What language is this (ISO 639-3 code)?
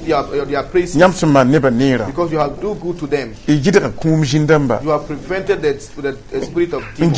mos